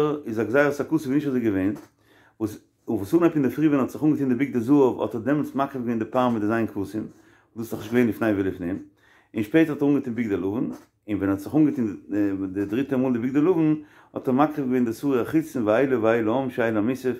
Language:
Yiddish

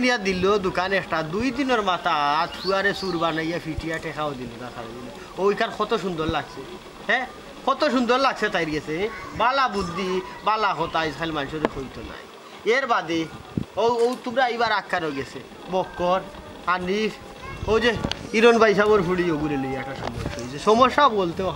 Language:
Sylheti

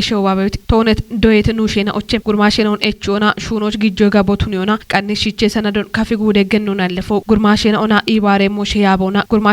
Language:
Kafa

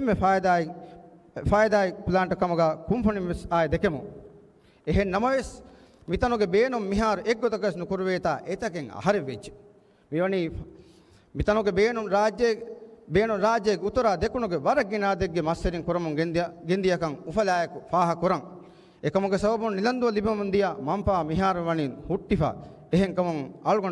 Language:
Divehi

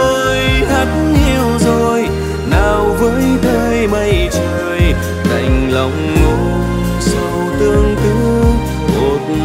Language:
Vietnamese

